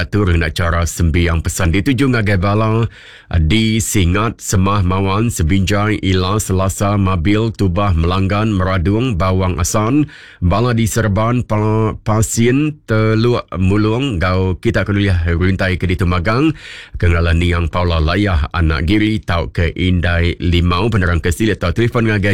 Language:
Iban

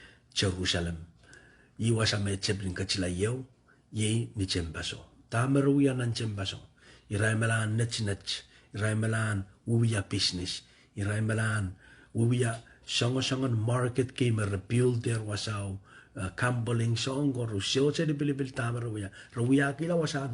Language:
Pohnpeian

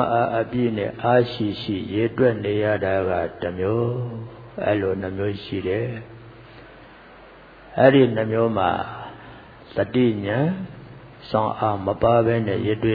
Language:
Burmese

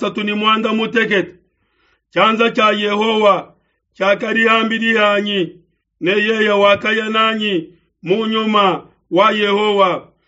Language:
Luba-Lulua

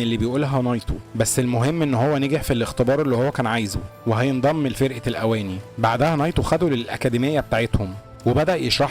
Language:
Egyptian Arabic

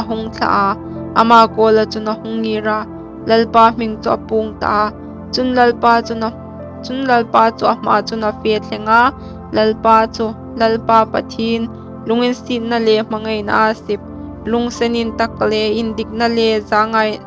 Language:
Hmar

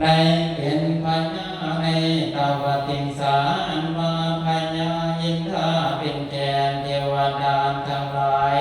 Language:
Northeastern Thai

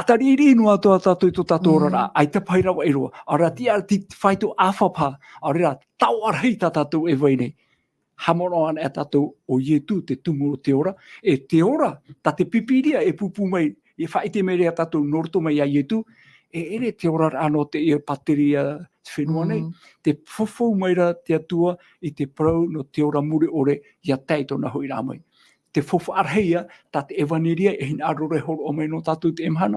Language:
Tahitian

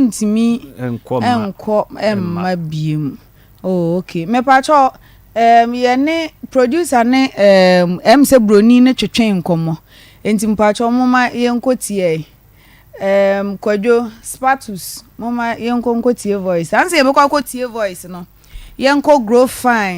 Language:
Akan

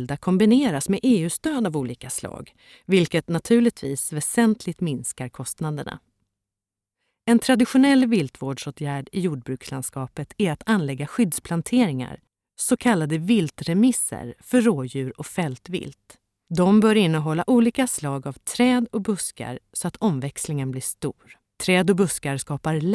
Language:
Swedish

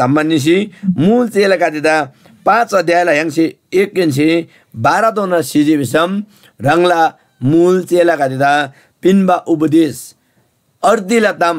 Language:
Eastern Tamang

